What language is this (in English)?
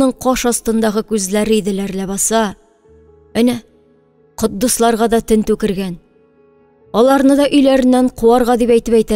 Tatar